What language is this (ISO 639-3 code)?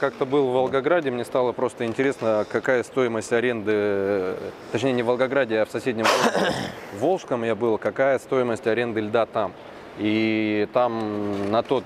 rus